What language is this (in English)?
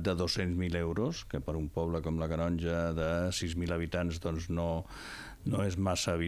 Catalan